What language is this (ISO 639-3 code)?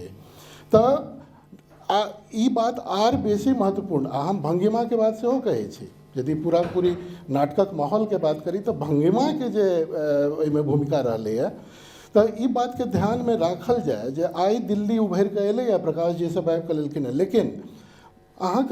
mai